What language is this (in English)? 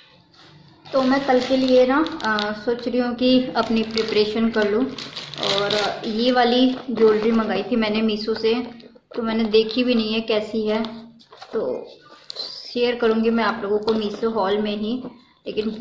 Hindi